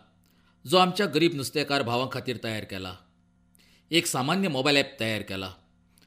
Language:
Konkani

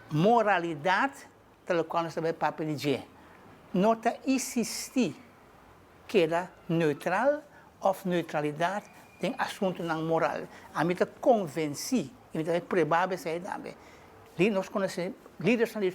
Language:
Papiamento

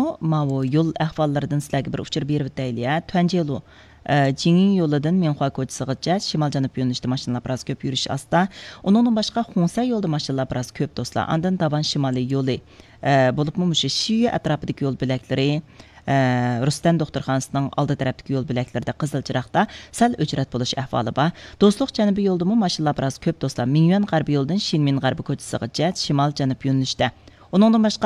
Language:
Uyghur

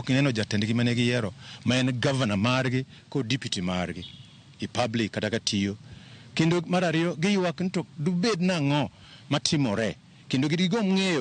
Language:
Luo (Kenya and Tanzania)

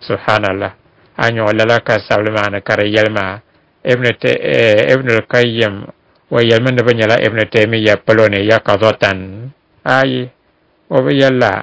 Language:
Dagbani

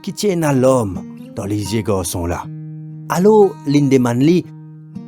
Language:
Morisyen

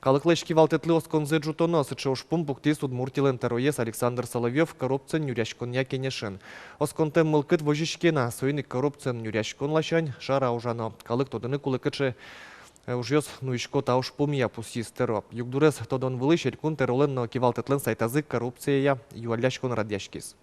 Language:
Udmurt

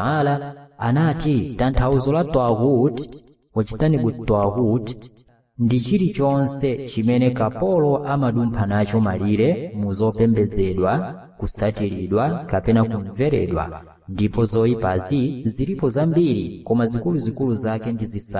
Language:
Nyanja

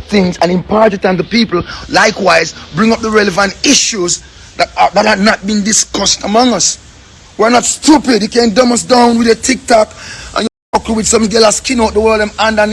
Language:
Jamaican Creole English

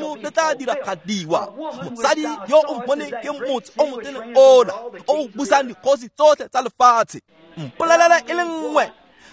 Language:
Tswana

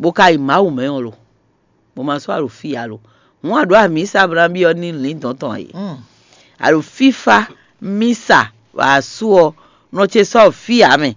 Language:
Fon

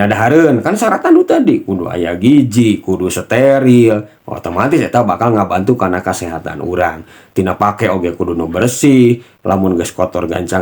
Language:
Sundanese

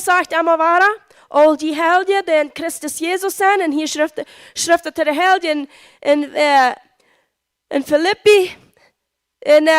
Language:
Plautdietsch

